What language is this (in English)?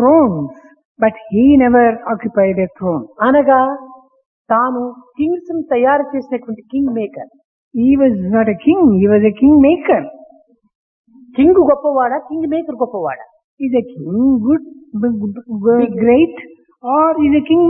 Telugu